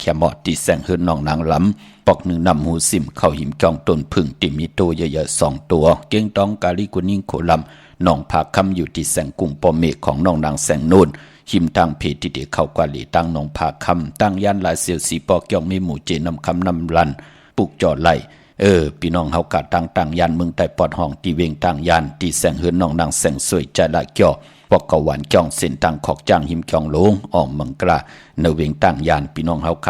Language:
Shan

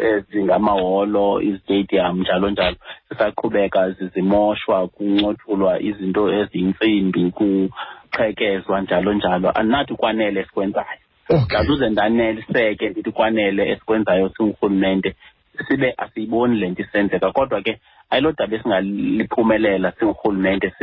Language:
Xhosa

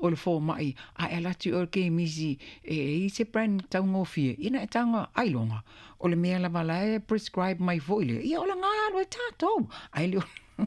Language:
Samoan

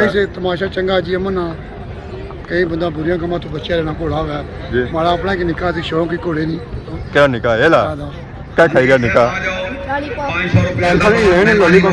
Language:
Pahari-Potwari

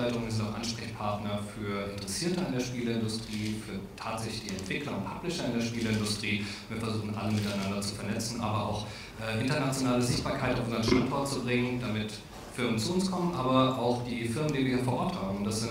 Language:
German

